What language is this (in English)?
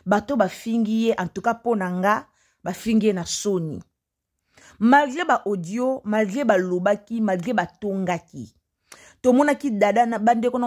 Lingala